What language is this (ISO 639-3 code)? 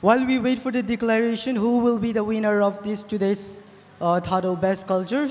tcz